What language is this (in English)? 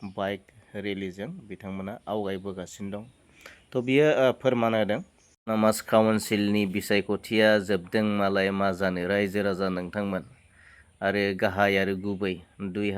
Bodo